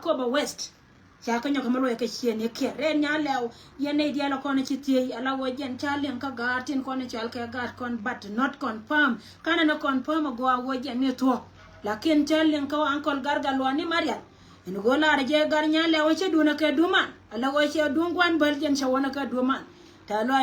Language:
Nuer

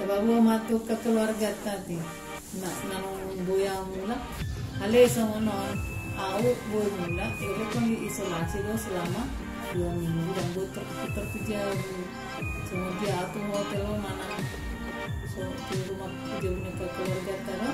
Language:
Batak Toba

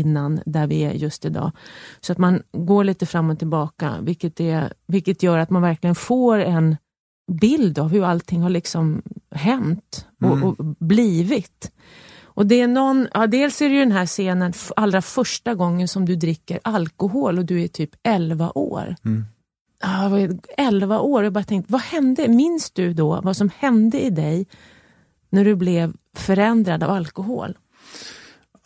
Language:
Swedish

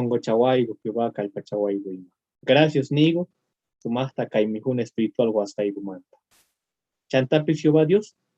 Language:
Quechua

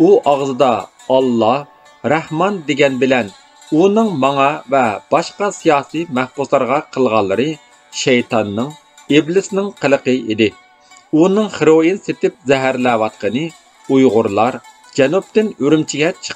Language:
Uyghur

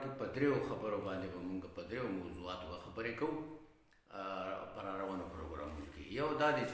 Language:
Pashto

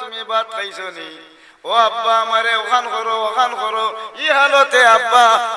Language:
Sylheti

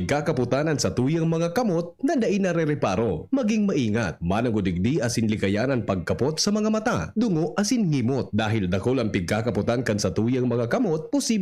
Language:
Bikol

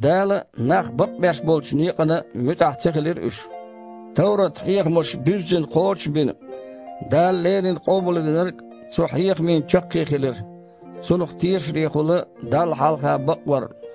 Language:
Chechen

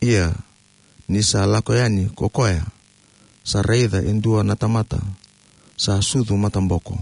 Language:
Fijian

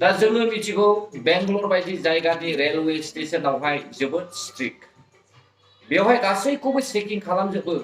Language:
Bodo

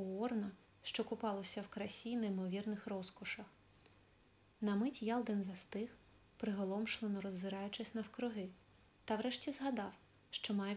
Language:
Ukrainian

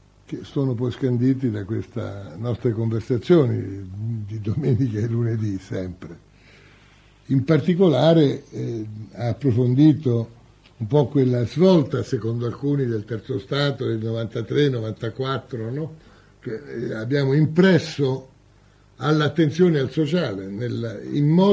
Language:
Italian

